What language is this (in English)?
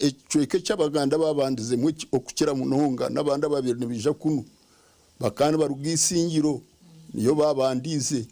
Nyankole